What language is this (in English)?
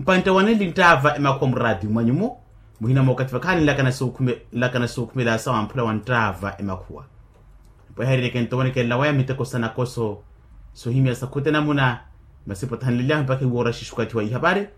Makhuwa